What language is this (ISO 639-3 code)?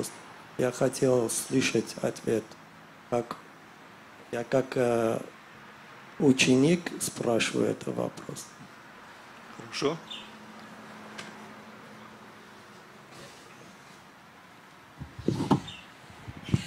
rus